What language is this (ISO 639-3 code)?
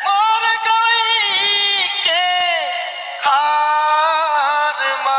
hne